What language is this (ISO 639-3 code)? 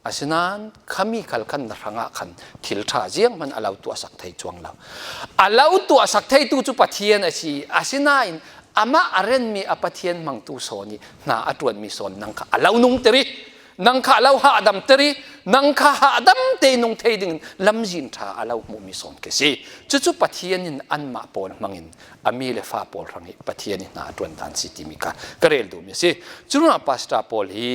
cfm